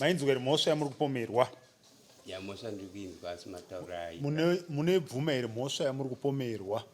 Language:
Shona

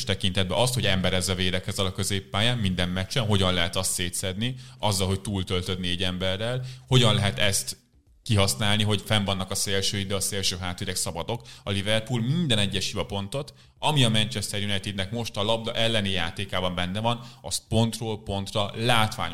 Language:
Hungarian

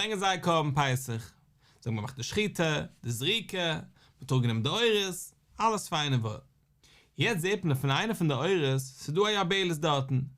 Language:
Yiddish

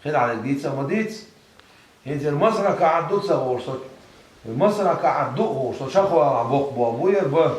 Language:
Chechen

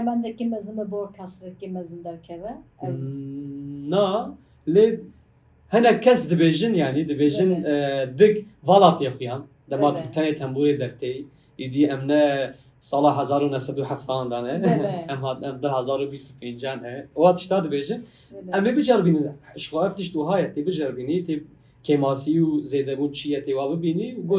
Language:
Kurdish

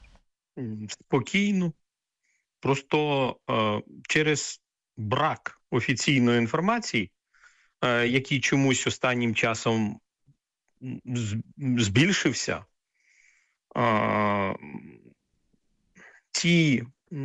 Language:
Ukrainian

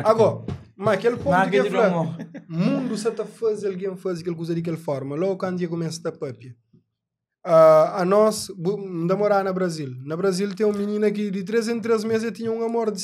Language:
Kabuverdianu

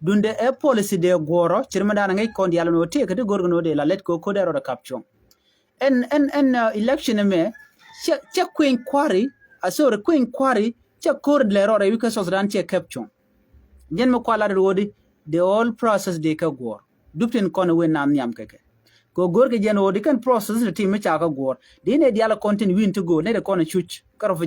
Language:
Nuer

